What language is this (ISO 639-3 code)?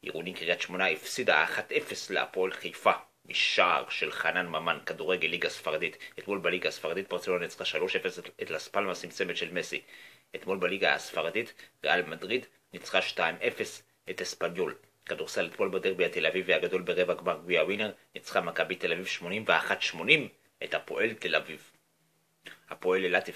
heb